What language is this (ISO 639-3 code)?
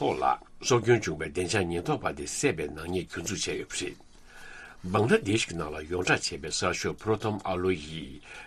bod